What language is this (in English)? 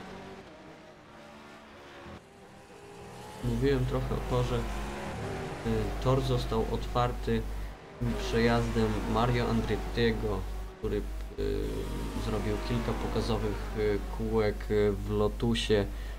Polish